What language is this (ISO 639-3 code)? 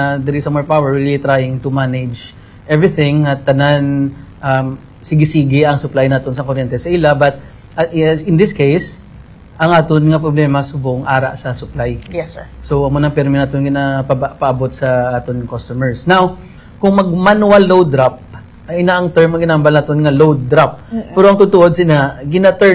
hil